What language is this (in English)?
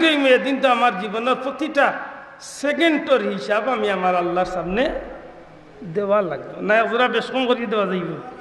Sylheti